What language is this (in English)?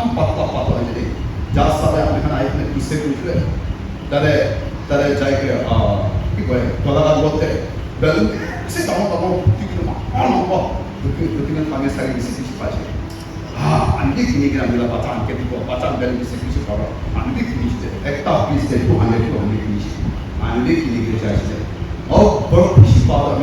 Chokri Naga